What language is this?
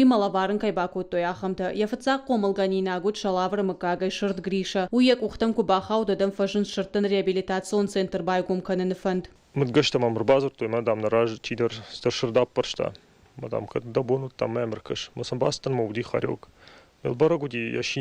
Ossetic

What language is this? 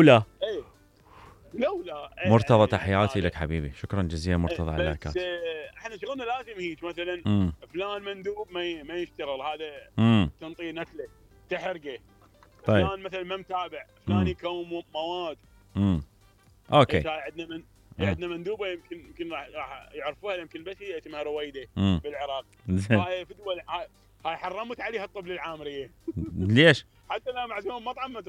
Mesopotamian Arabic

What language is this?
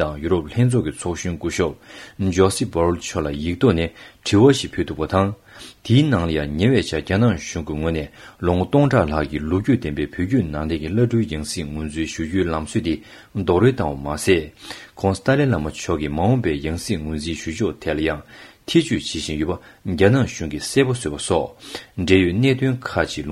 Tibetan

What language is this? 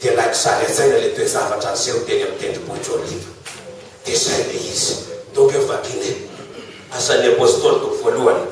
Malagasy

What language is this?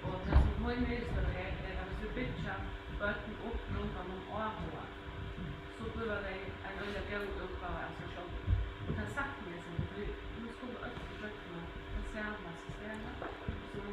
Faroese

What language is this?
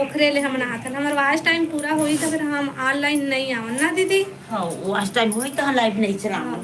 Chhattisgarhi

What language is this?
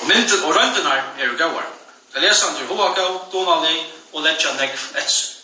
Faroese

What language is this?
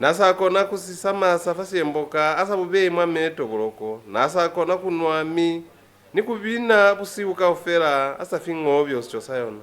Lozi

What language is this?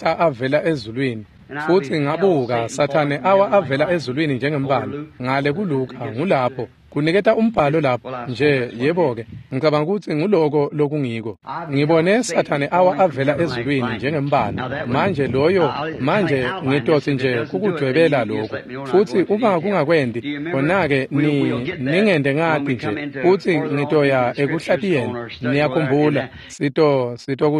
Swati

